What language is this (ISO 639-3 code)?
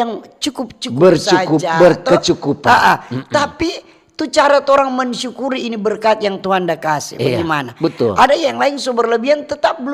xmm